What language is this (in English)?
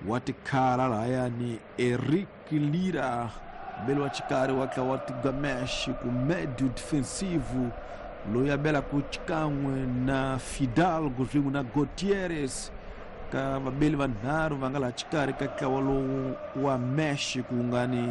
Tsonga